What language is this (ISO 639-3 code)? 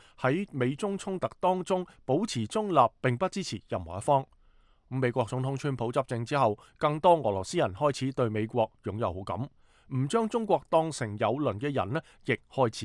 yue